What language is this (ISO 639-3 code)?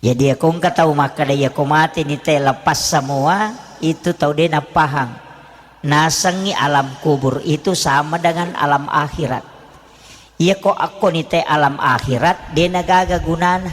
bug